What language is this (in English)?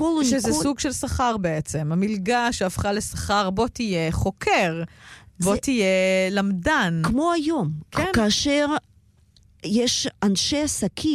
Hebrew